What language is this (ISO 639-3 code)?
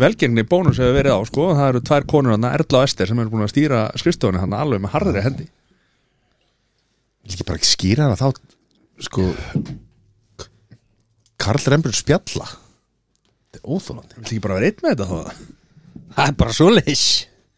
isl